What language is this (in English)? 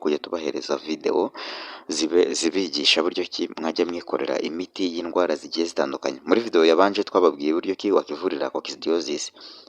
Kinyarwanda